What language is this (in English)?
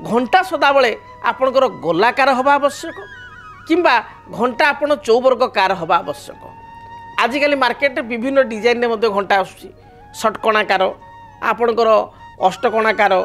Odia